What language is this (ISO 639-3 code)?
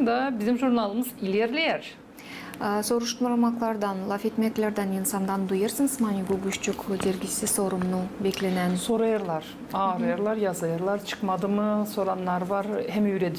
gag